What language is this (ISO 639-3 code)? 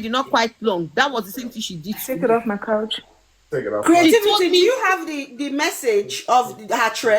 pcm